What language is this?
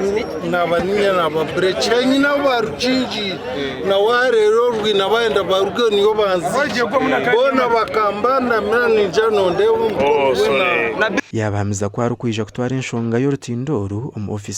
Nyankole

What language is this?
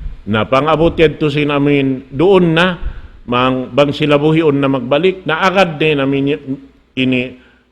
Tausug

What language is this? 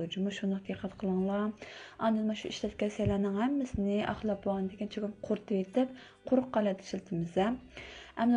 Uyghur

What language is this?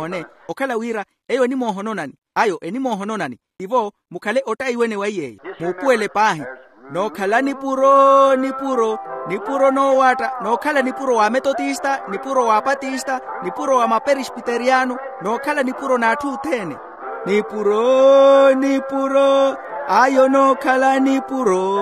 Makhuwa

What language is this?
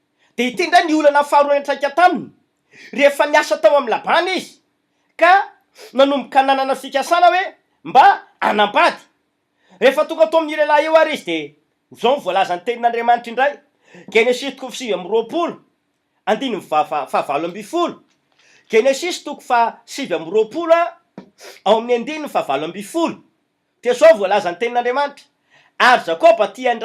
Malagasy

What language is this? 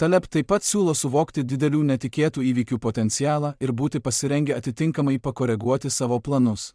Lithuanian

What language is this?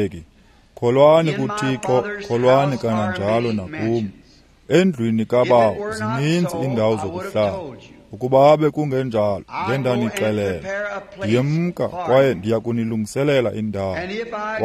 Xhosa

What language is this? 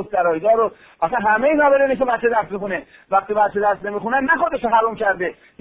Persian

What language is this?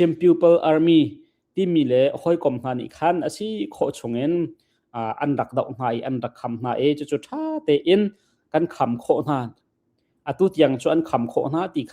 Hakha Chin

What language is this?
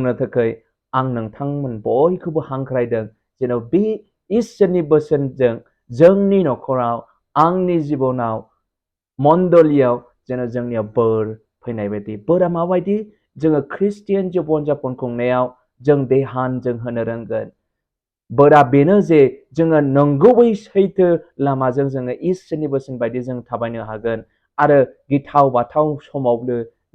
Bodo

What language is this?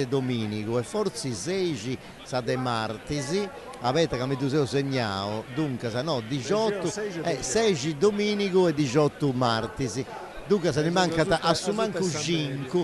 Sardinian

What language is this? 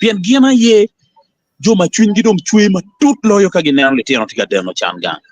Acoli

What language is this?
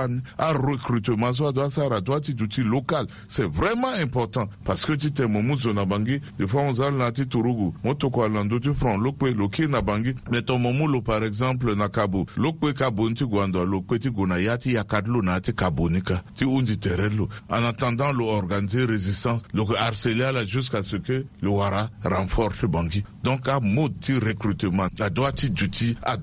Sango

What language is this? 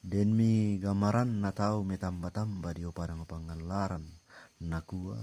Toraja-Sa'dan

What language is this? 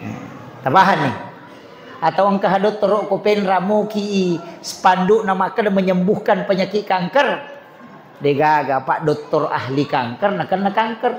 Buginese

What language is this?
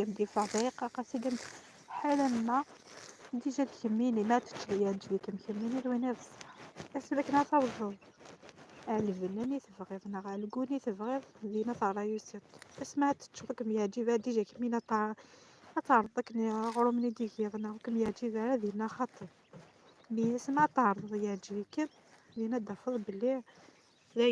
Kabyle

